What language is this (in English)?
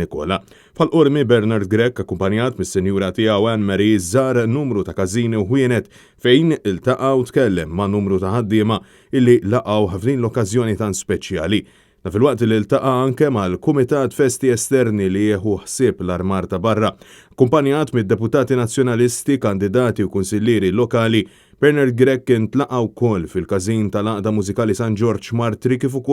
Maltese